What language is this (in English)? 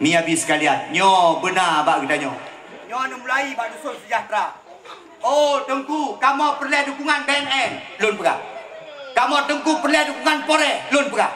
Achinese